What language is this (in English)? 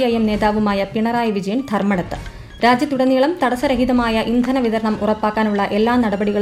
Malayalam